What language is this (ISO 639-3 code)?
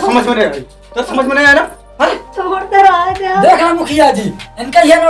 awa